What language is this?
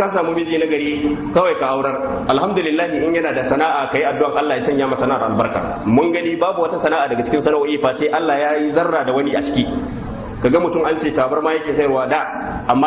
Hausa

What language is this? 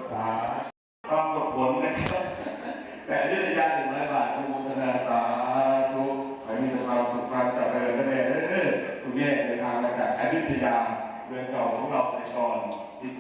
Northeastern Thai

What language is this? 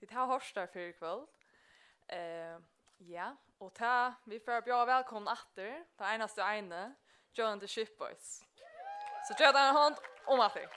Faroese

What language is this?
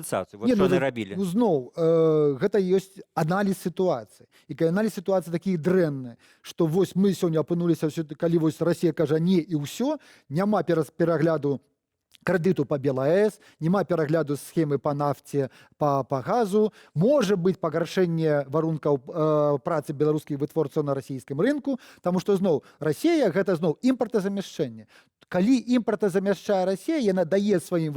Belarusian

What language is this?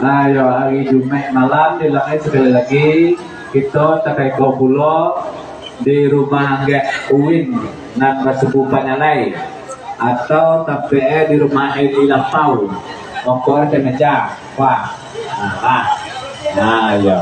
Minangkabau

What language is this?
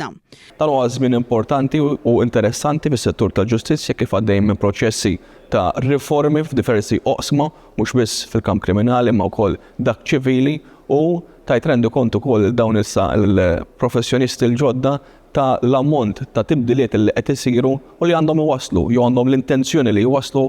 Maltese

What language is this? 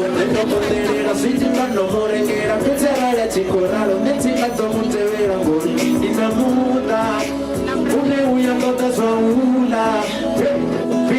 Venda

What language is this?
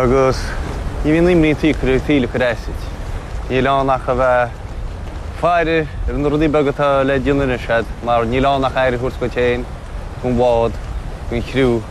Irish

